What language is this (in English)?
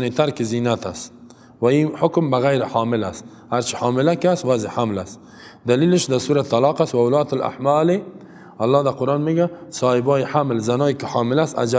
Persian